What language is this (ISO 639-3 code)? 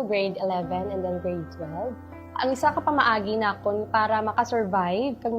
hil